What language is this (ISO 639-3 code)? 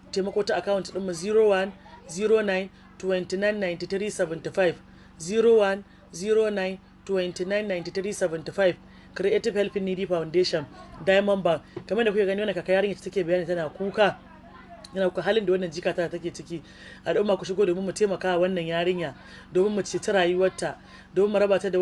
hau